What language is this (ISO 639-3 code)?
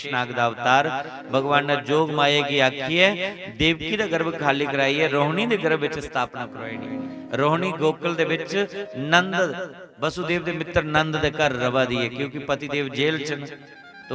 doi